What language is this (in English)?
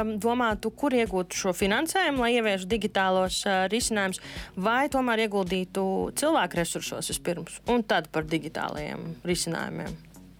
Latvian